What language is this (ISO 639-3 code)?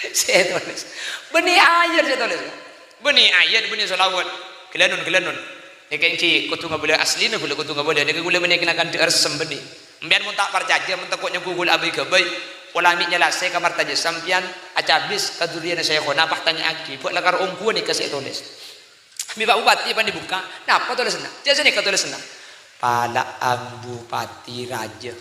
mad